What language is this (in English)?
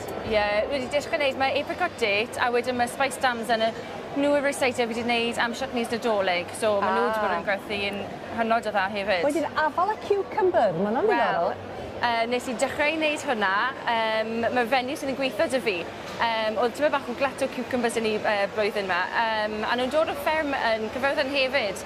Welsh